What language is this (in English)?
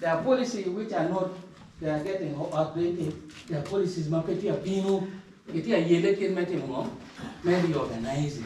Acoli